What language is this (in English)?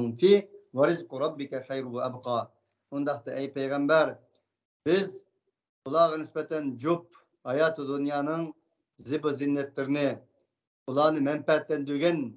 Uyghur